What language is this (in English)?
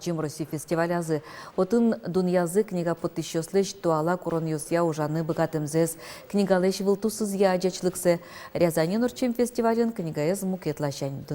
Udmurt